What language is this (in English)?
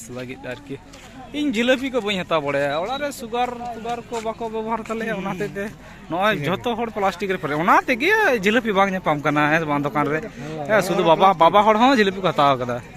Santali